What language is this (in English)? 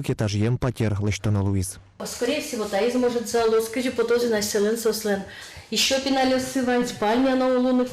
Udmurt